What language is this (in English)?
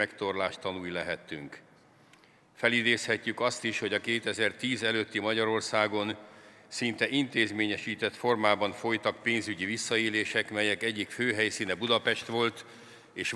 Hungarian